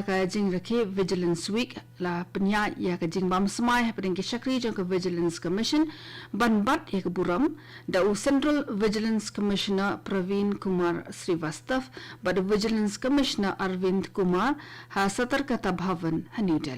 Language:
Khasi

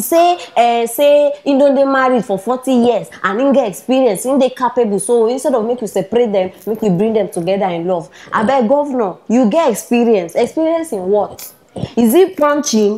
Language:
Nigerian Pidgin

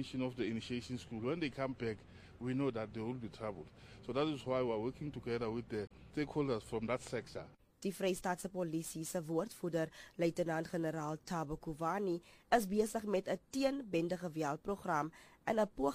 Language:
Afrikaans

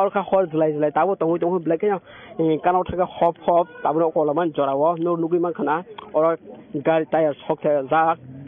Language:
Kok Borok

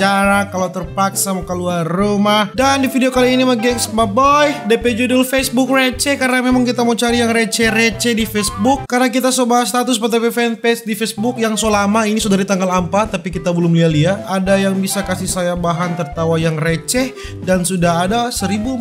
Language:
Manado Malay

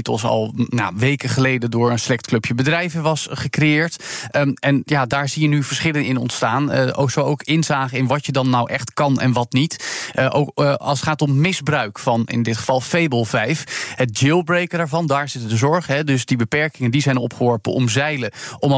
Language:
Dutch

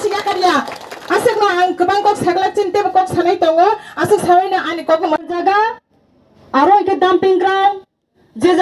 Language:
Kok Borok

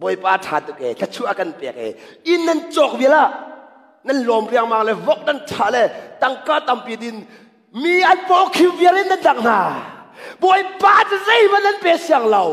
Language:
Hakha Chin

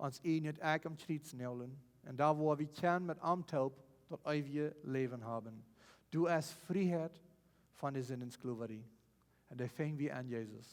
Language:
Plautdietsch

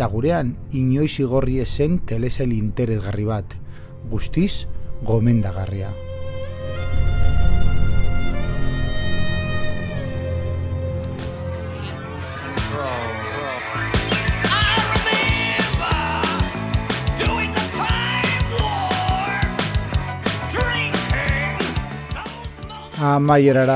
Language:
Basque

